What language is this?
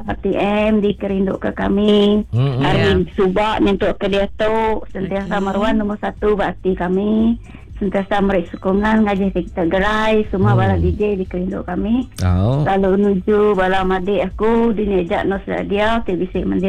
Iban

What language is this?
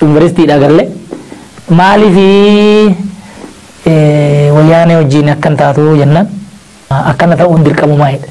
Oromo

